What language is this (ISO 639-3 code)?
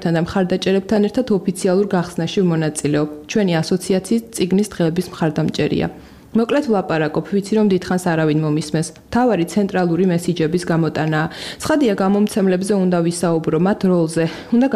kat